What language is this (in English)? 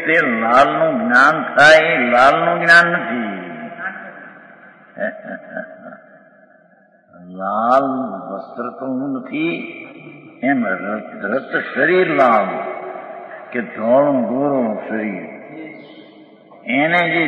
Gujarati